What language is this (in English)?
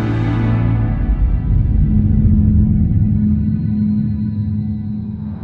Swedish